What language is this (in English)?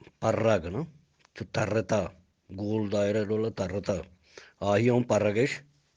Eastern Balochi